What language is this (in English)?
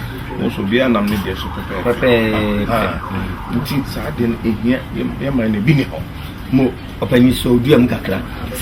Akan